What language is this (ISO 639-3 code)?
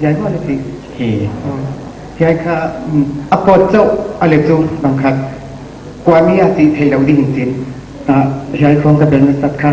pck